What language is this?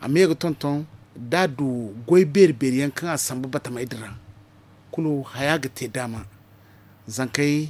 Zarma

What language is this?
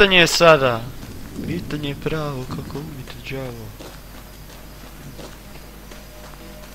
Croatian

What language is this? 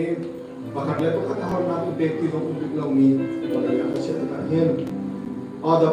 Hakha Chin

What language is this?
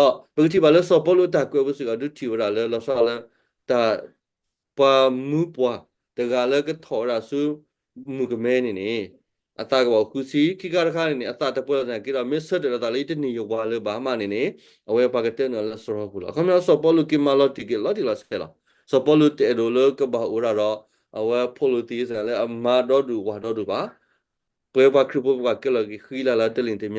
S'gaw Karen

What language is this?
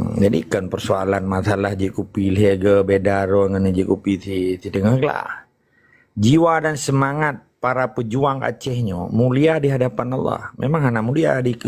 Achinese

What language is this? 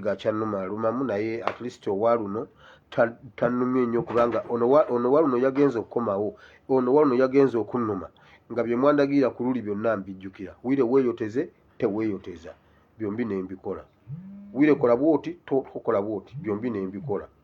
Ganda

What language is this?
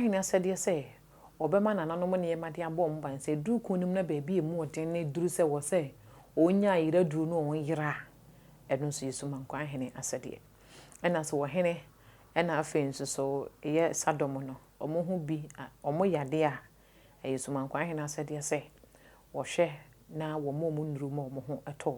Akan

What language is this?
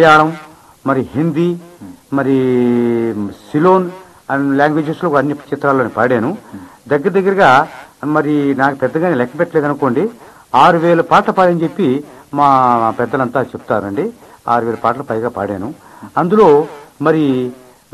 Telugu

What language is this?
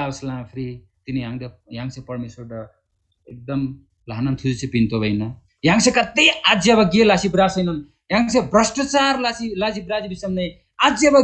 Eastern Tamang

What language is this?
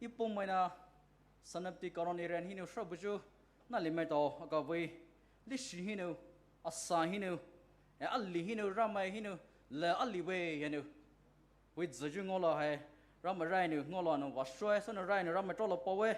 Poumei Naga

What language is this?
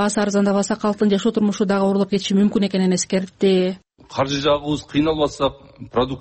Kyrgyz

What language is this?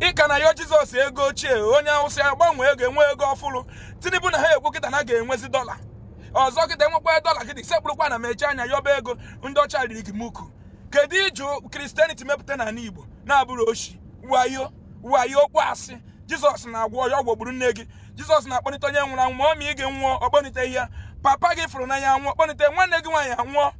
Igbo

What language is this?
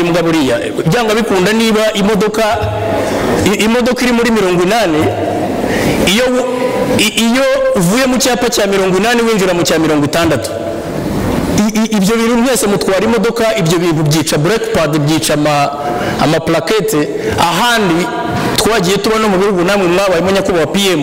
Kinyarwanda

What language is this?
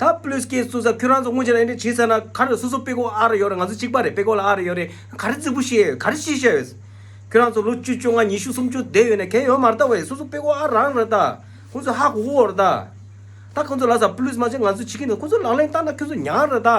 Tibetan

